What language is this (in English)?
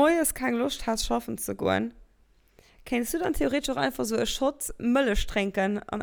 Luxembourgish